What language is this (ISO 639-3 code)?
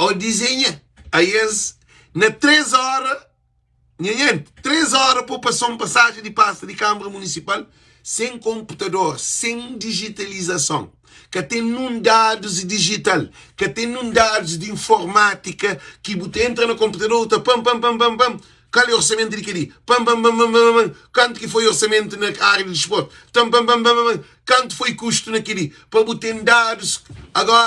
kea